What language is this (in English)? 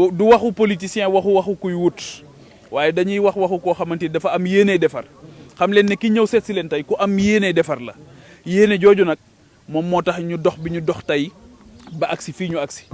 Wolof